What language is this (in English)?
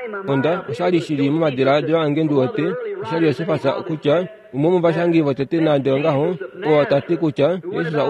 Kuanyama